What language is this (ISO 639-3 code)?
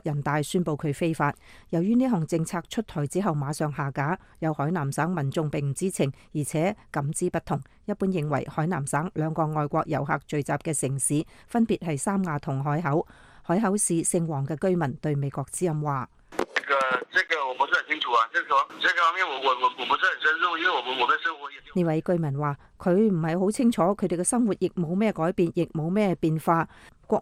yue